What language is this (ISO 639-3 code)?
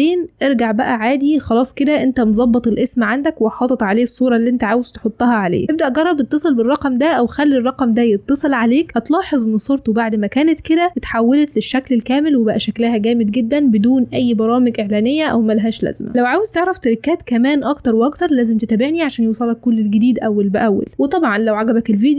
arz